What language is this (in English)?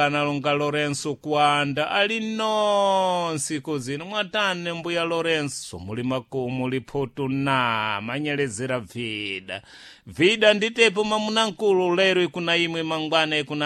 Sena